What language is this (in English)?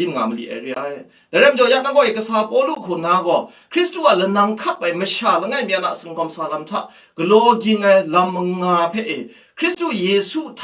Kachin